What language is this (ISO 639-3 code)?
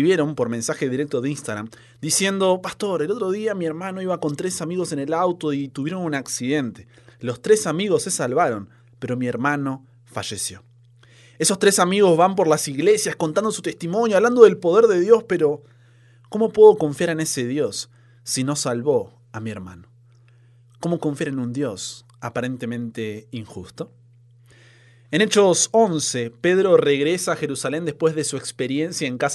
spa